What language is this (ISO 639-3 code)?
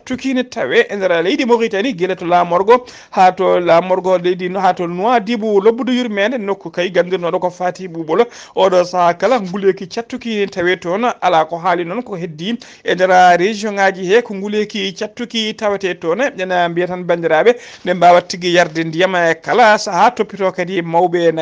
ful